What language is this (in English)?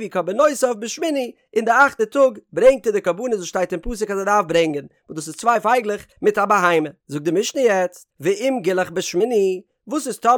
Yiddish